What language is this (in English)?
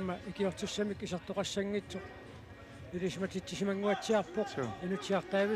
Kalaallisut